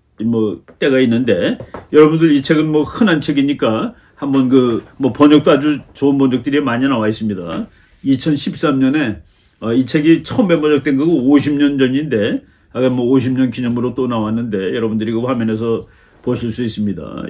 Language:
Korean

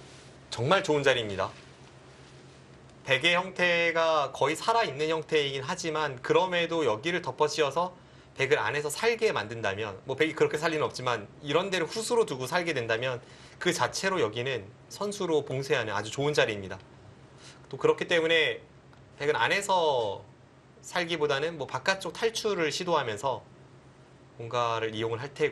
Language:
Korean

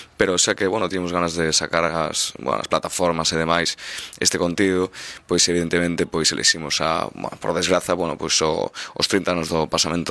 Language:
Galician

